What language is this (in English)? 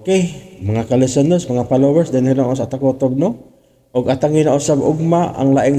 Cebuano